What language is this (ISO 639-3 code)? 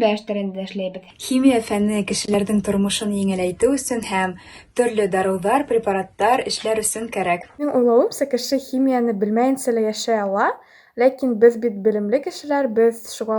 bak